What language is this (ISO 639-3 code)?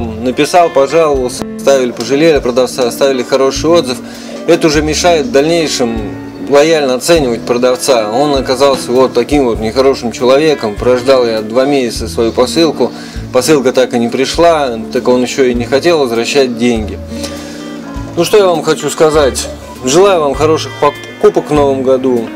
rus